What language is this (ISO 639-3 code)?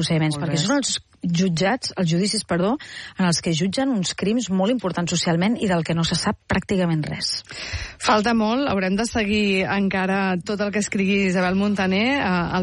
cat